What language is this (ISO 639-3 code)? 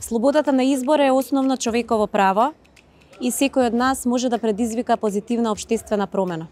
mkd